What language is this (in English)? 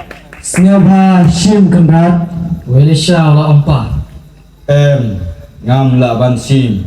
Khasi